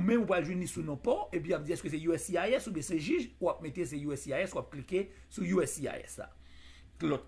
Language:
Haitian Creole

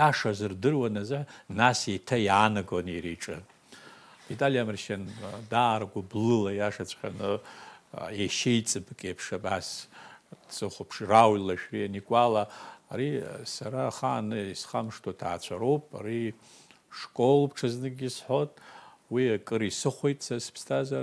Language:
Abkhazian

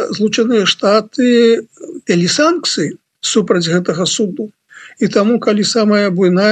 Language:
Belarusian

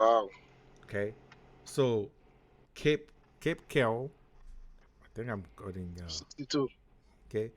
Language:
Haitian Creole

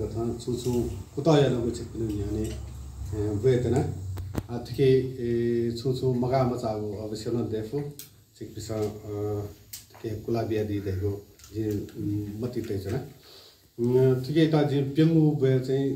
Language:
Newari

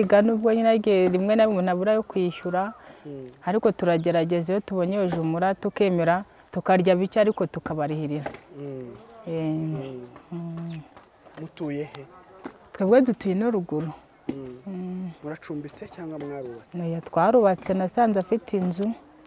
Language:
Kinyarwanda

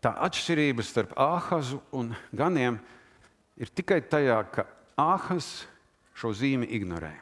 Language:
Latvian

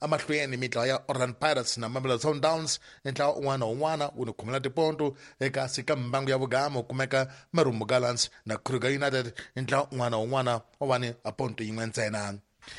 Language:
Tsonga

